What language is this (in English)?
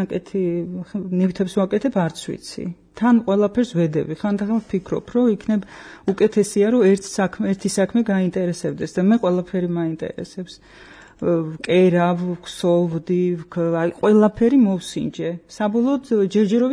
Georgian